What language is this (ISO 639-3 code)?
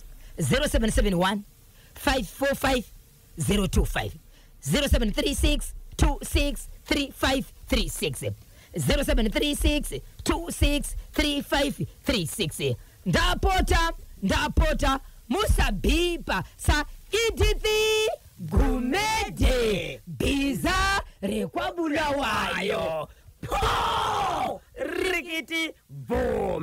sna